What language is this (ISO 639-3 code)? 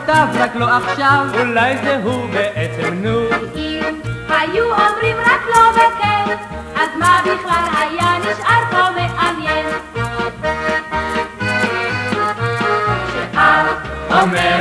heb